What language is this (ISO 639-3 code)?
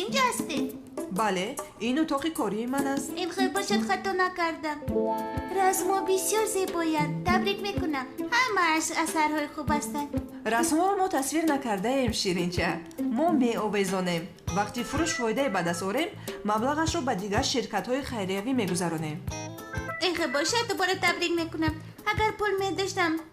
tgk